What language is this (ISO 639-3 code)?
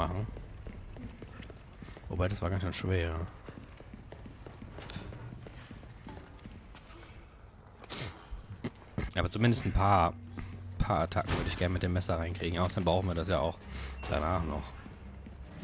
deu